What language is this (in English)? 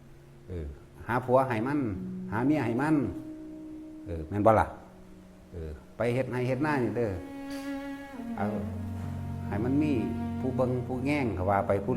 Lao